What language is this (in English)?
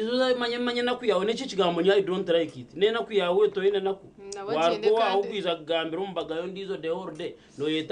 Nyankole